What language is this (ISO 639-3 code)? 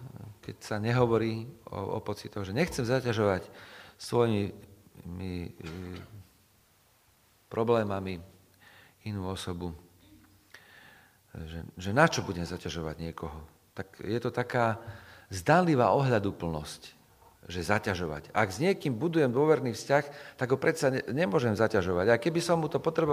slk